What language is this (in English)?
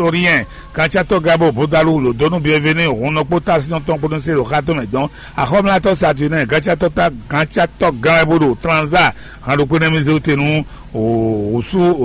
Fon